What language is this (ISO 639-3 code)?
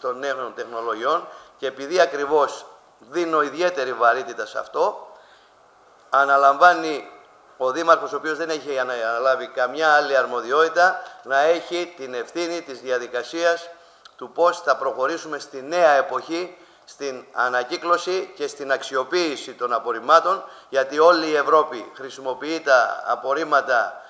ell